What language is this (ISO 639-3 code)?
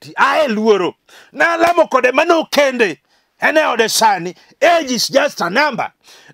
luo